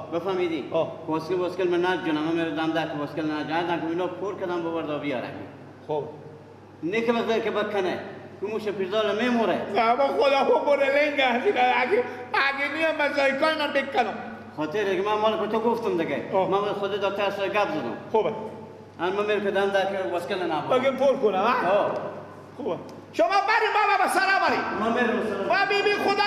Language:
Persian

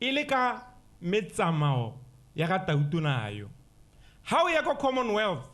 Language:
Tswana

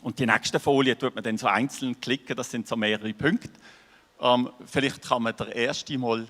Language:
Swiss German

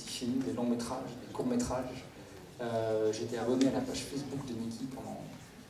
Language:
French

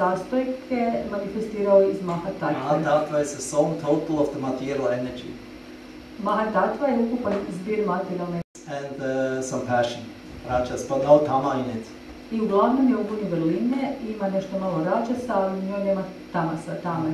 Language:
Croatian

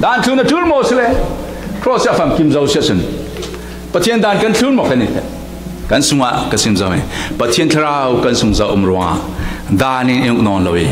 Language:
Falam Chin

